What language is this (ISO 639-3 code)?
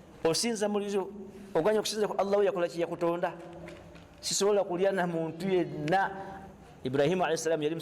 lug